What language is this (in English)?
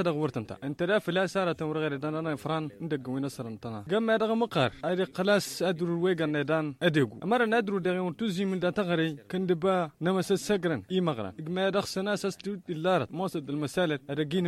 Tamasheq